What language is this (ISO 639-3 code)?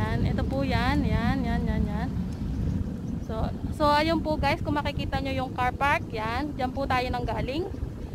fil